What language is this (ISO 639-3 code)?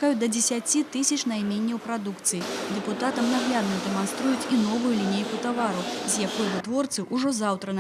bel